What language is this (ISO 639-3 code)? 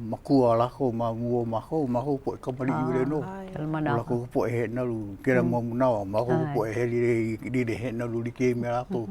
haw